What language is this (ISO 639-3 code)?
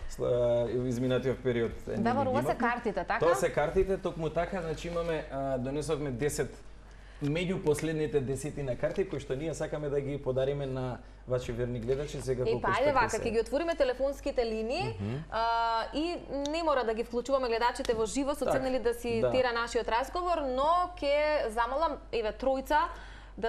mkd